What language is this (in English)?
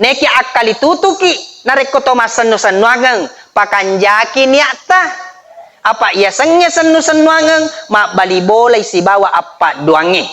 Buginese